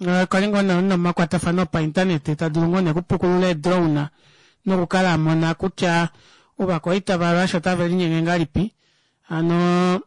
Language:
Kuanyama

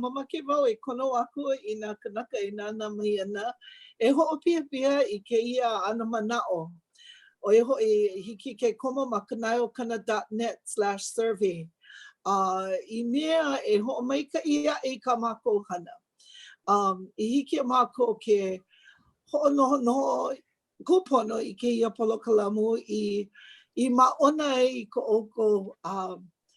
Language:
Hawaiian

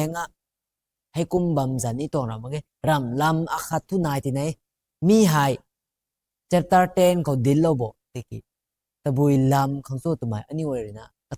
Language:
Rongmei Naga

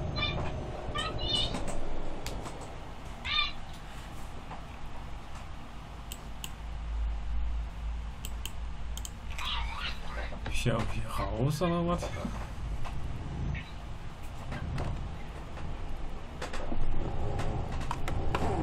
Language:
German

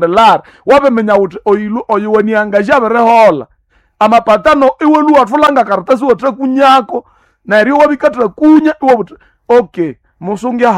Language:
Nande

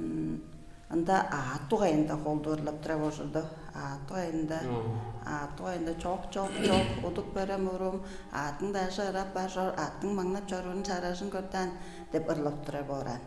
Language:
Tuvinian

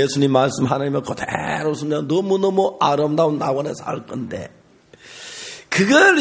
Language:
Korean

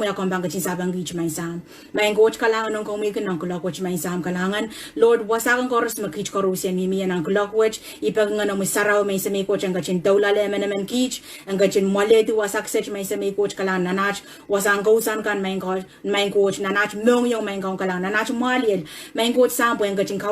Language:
Pohnpeian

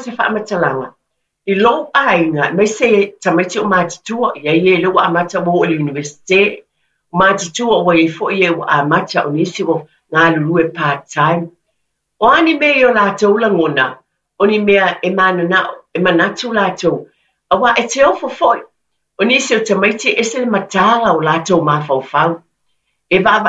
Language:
Samoan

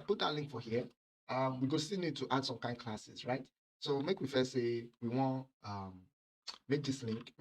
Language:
Nigerian Pidgin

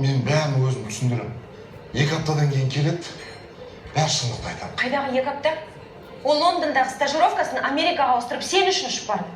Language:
Kazakh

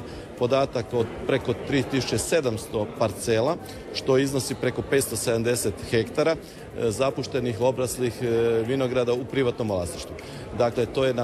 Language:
Croatian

